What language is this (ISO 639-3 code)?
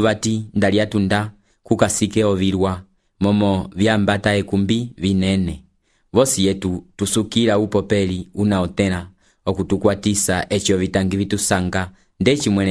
umb